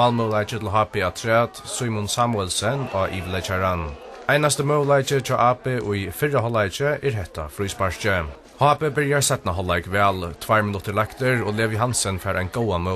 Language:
Faroese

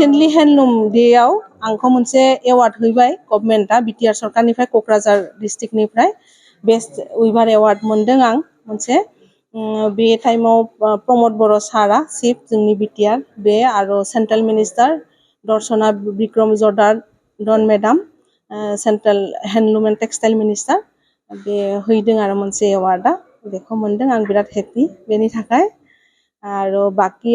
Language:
Bodo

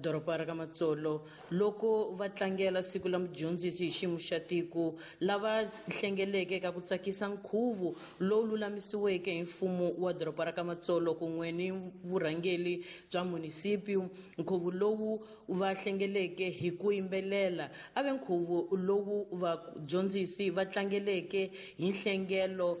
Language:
Tsonga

